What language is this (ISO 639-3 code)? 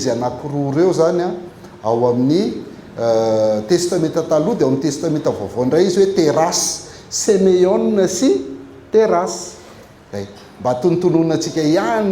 mlg